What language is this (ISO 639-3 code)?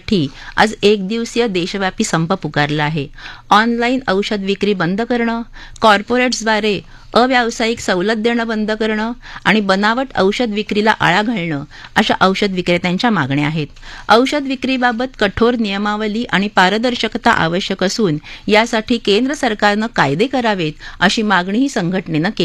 mar